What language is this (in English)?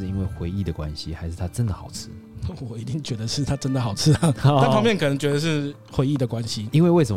Chinese